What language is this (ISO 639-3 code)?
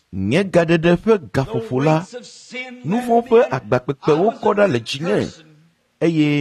ewe